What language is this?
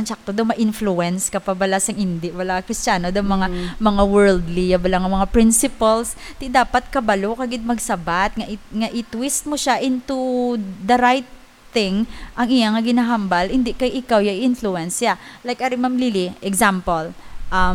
Hiligaynon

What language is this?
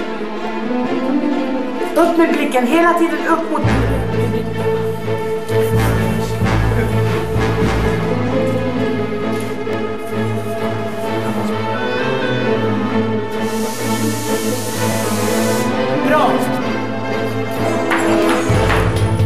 Swedish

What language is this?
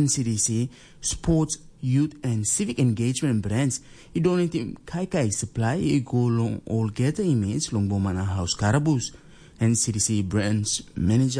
Tok Pisin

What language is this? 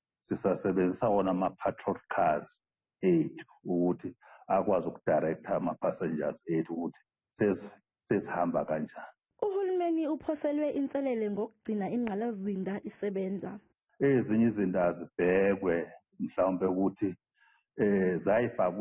Zulu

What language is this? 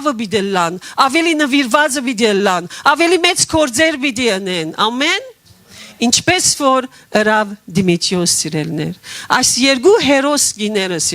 Western Armenian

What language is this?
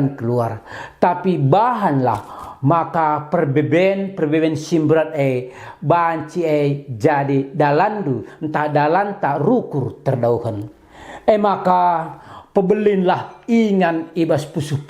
Batak Karo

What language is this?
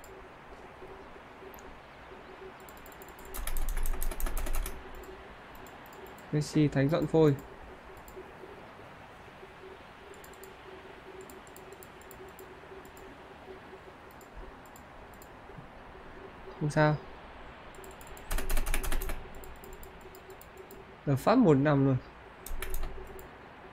Vietnamese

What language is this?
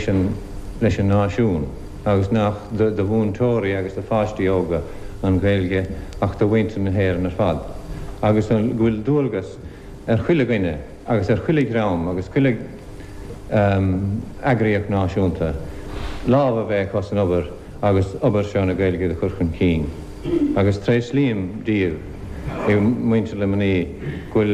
Irish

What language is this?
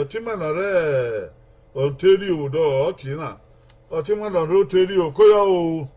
Bini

